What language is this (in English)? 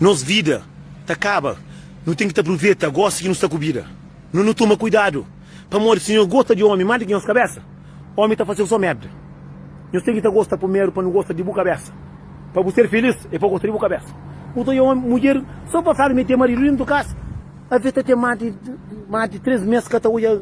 Kabuverdianu